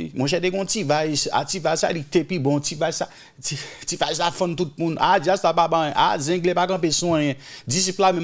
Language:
Haitian Creole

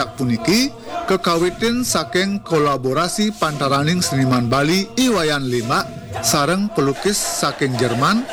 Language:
Balinese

